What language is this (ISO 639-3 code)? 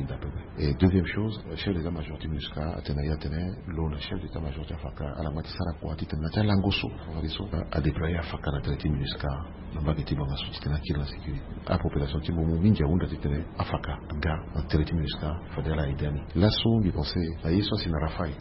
sag